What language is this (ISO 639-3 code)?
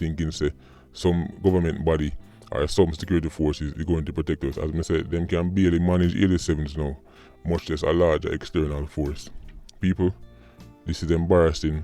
jam